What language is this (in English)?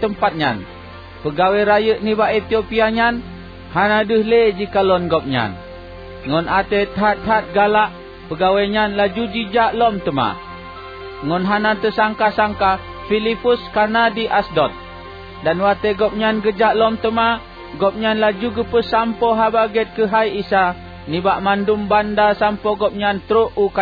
Achinese